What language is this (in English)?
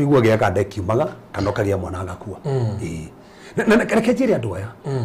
Kikuyu